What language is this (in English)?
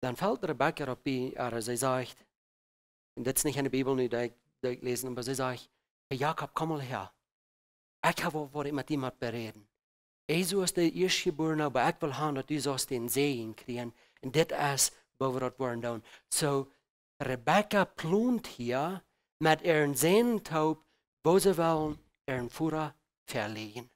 Plautdietsch